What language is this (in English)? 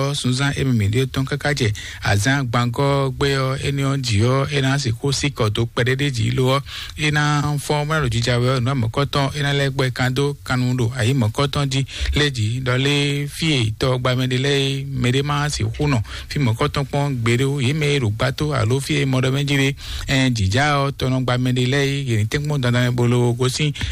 Fon